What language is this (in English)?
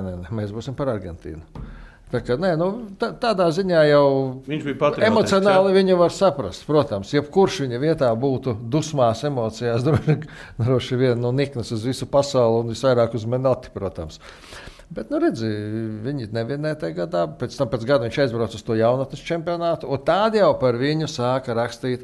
Latvian